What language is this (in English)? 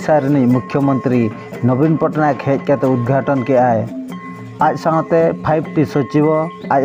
Santali